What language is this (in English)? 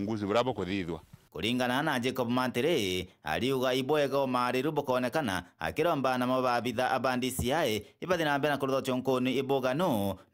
Meru